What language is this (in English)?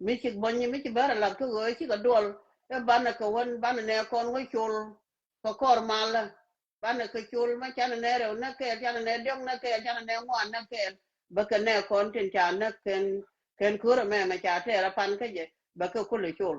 Nuer